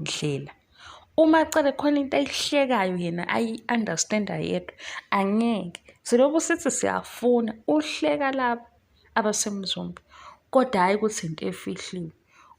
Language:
Zulu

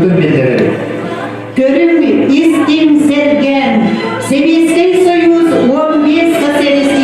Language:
Yakut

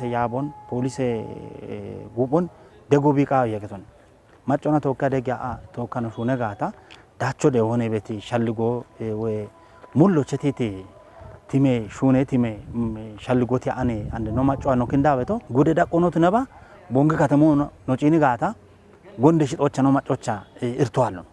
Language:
Kafa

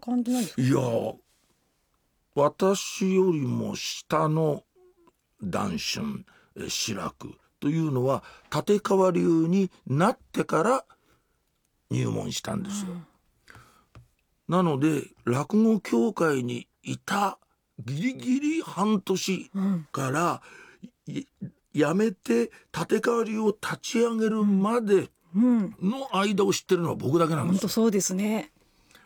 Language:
Japanese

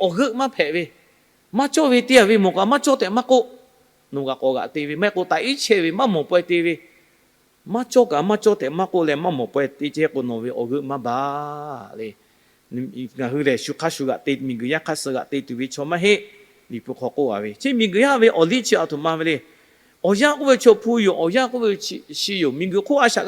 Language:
Lahu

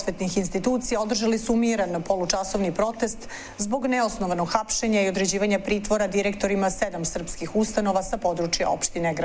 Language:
Serbian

